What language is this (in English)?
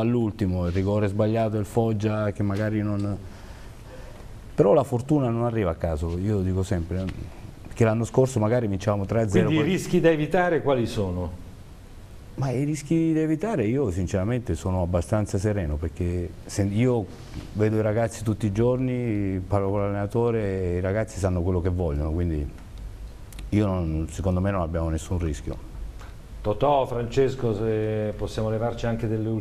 Italian